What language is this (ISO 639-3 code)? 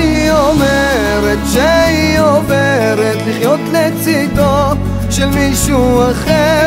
heb